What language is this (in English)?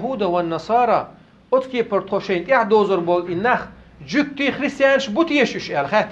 Chechen